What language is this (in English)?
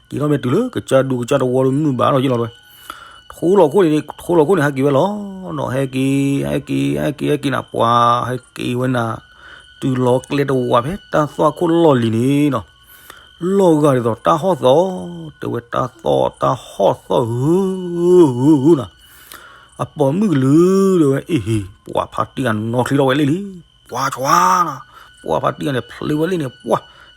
S'gaw Karen